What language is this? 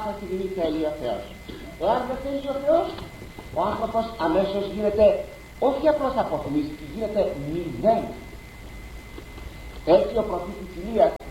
Greek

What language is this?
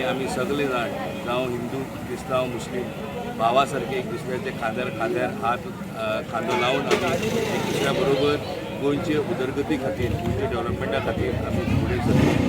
Konkani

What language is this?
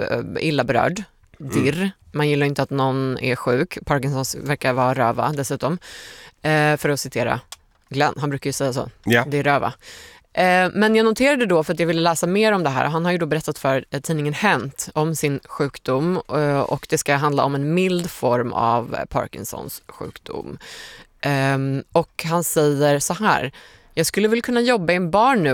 Swedish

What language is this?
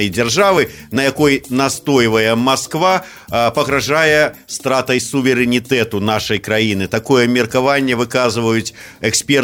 Belarusian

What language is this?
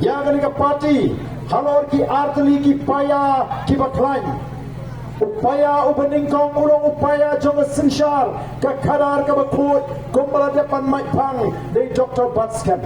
Khasi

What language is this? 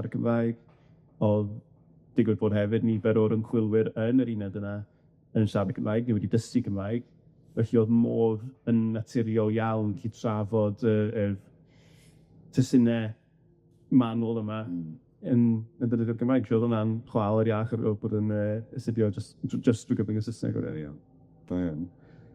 Welsh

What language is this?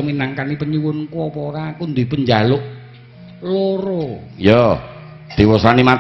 Javanese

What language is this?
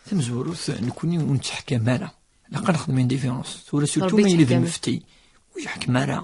Kabyle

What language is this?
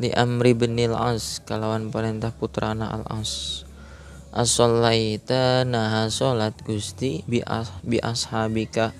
Sundanese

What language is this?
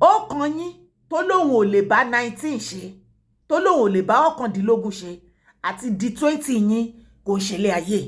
Yoruba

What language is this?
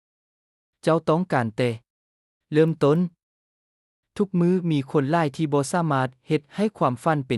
Lao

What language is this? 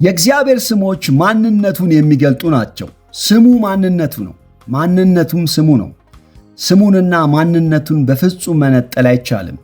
Amharic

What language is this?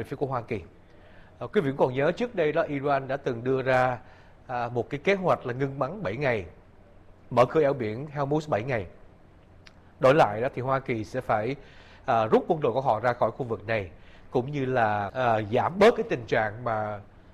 Vietnamese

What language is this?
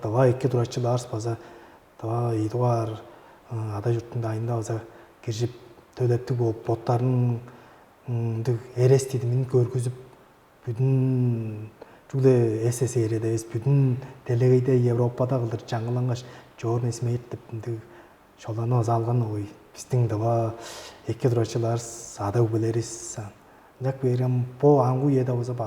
Tuvinian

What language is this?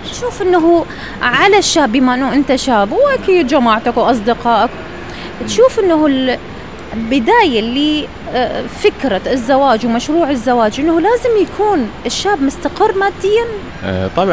Mesopotamian Arabic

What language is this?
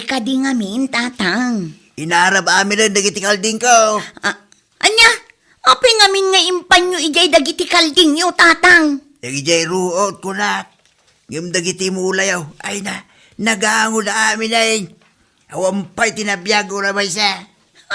Iloko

